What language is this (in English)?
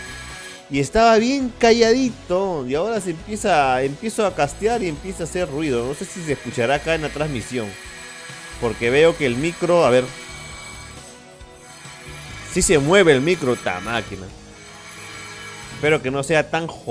Spanish